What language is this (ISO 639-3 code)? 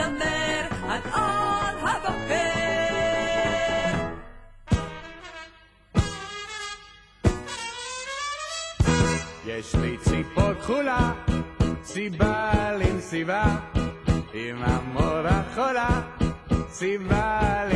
heb